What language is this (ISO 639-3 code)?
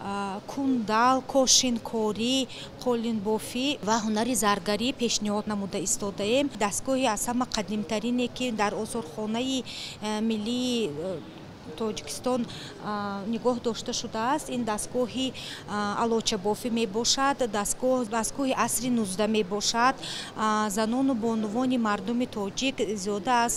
tgk